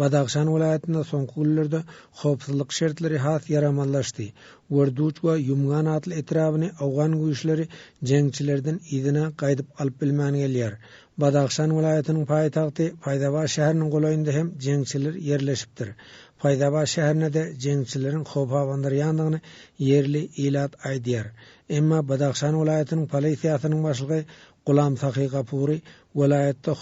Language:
Turkmen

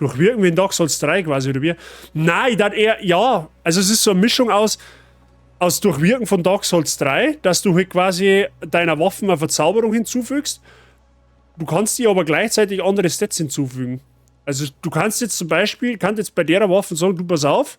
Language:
Bavarian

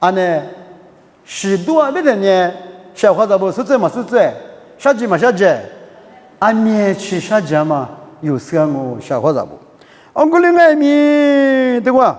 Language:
Lisu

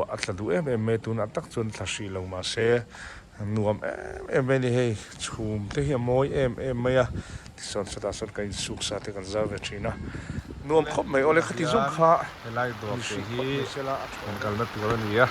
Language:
Mizo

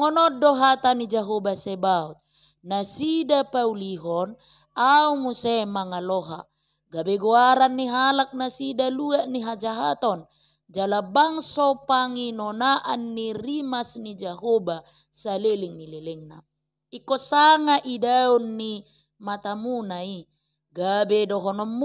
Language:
Batak Toba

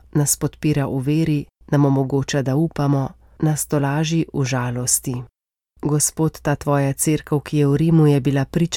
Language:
Slovenian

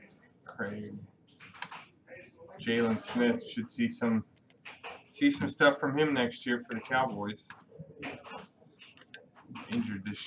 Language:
English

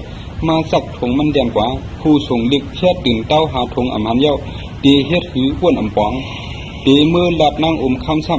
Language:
Shan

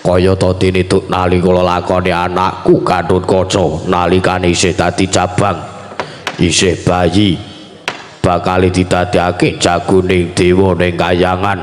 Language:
Javanese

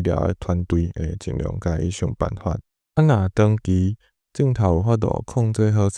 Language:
Min Nan Chinese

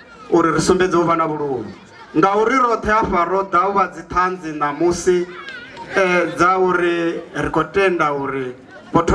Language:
Venda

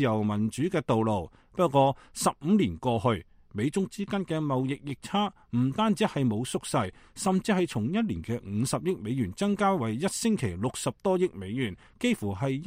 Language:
Cantonese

